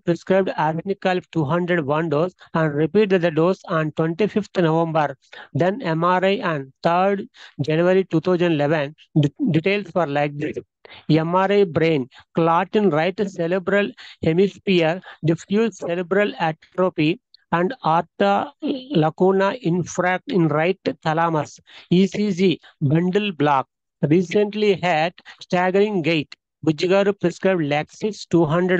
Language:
Telugu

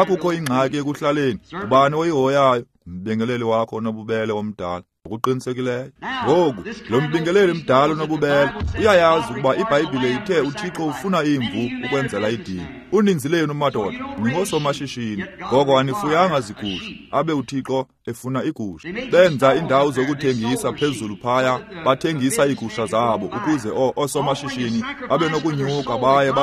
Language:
Xhosa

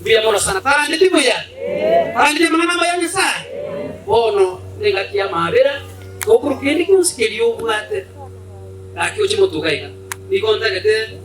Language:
Gusii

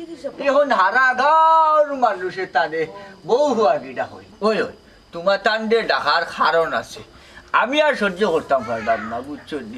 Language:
Sylheti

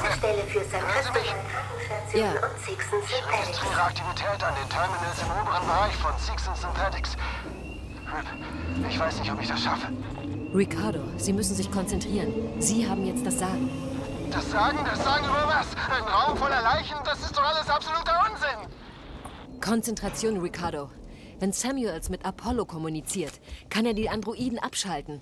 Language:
Bavarian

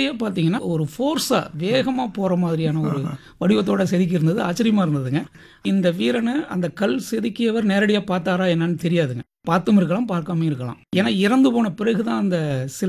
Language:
Tamil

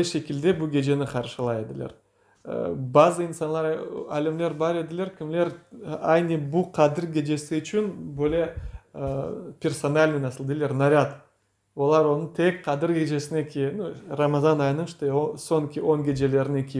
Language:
Crimean Tatar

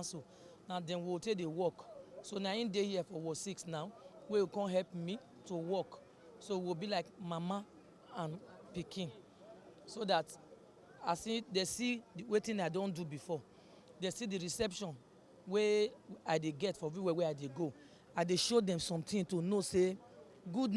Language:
Nigerian Pidgin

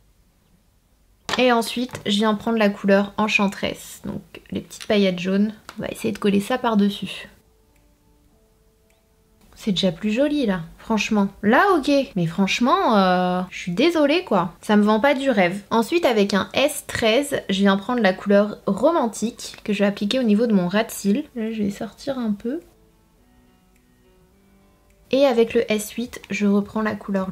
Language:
French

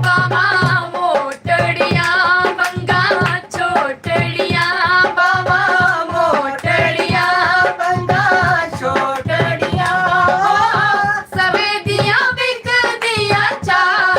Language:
Dogri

